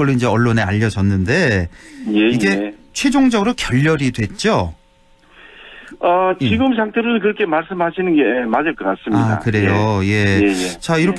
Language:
Korean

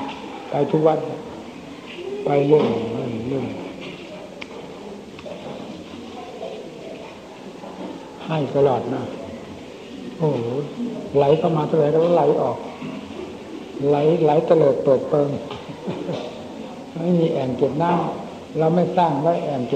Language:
Thai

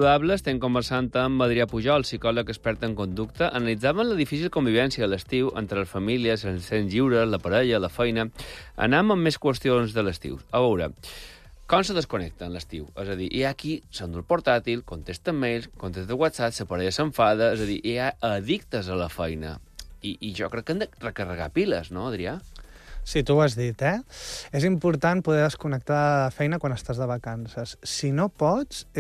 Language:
Catalan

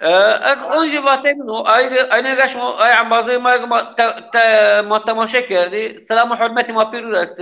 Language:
Zaza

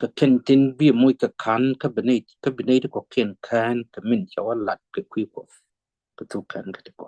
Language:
Nuer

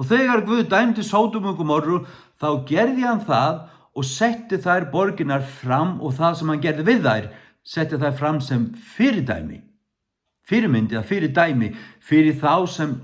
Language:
Faroese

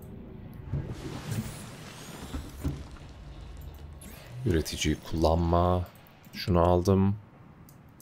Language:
Turkish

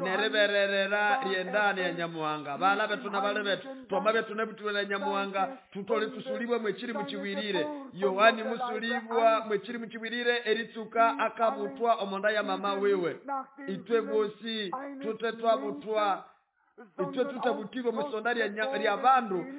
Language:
Nande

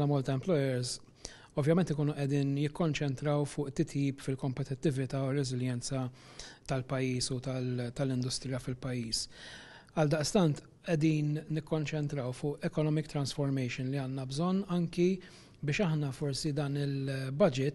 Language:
Maltese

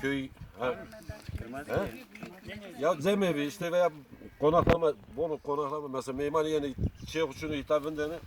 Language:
Zaza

